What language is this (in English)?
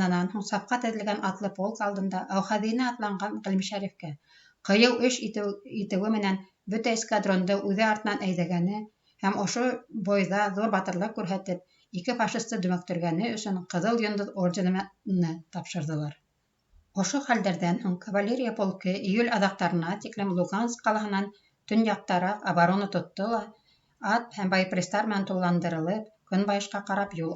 Bashkir